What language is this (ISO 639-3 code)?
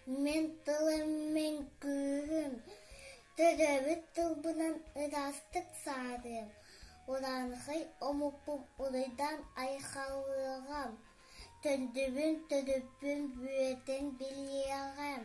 sah